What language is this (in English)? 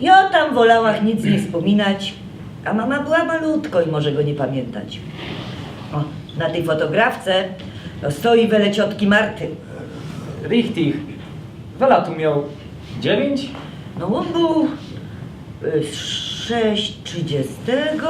Silesian